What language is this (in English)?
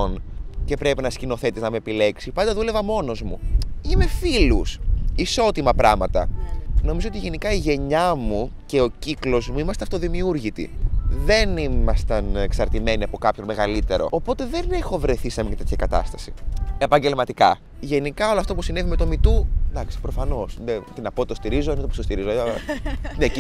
Greek